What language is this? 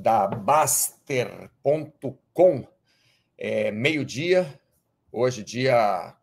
Portuguese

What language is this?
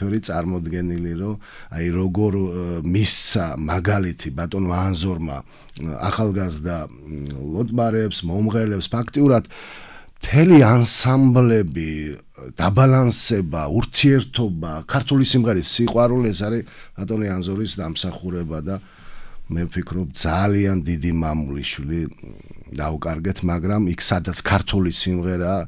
Georgian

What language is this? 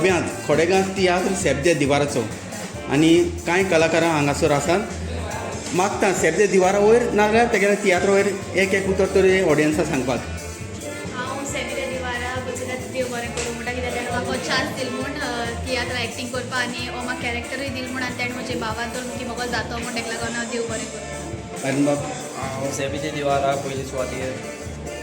Konkani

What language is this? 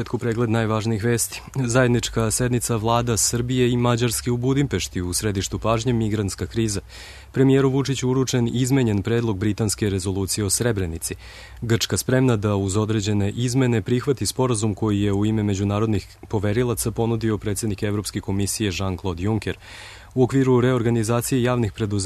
Serbian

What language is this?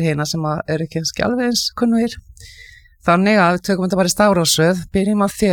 Icelandic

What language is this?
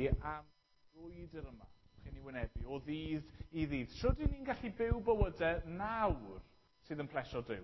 Welsh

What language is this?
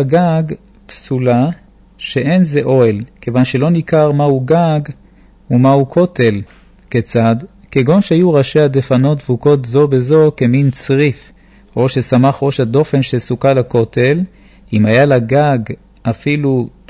Hebrew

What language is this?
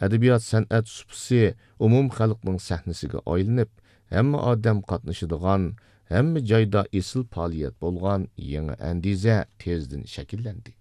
Uyghur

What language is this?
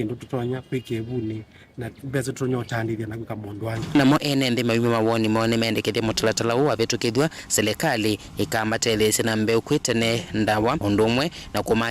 Kamba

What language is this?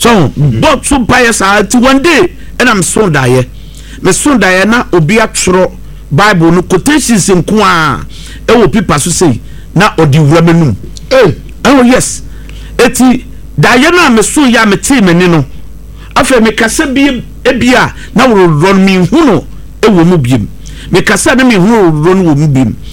Akan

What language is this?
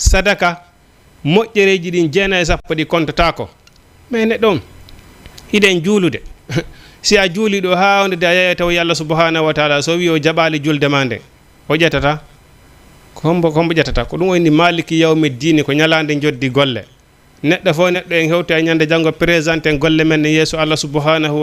Fula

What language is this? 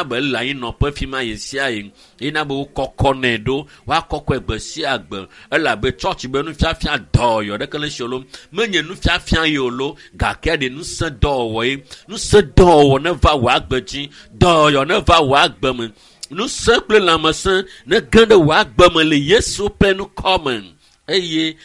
Ewe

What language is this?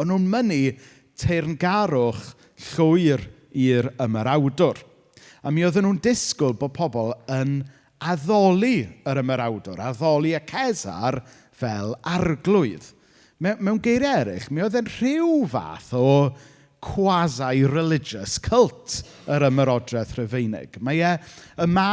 Welsh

